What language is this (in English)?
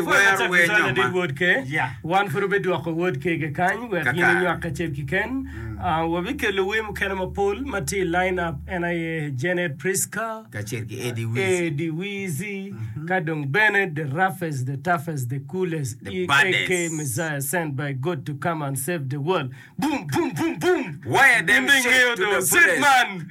Acoli